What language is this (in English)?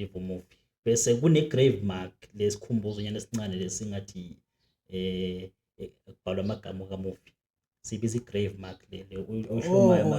Zulu